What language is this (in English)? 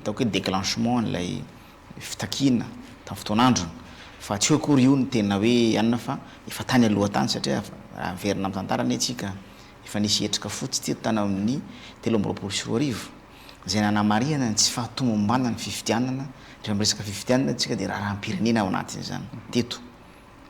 Malagasy